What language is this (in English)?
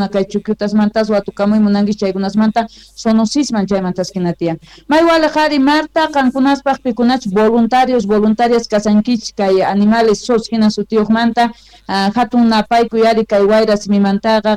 Quechua